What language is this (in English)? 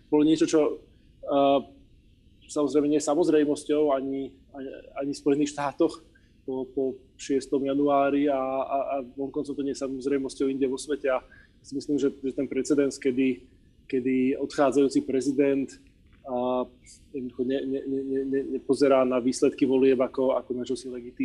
Slovak